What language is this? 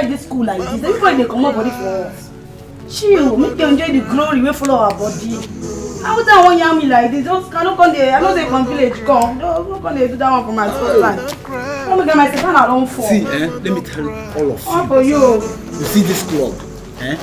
Nigerian Pidgin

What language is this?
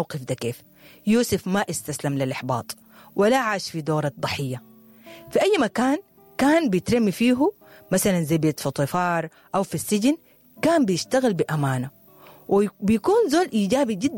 Sudanese Arabic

